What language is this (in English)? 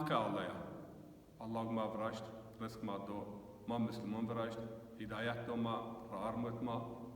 Zaza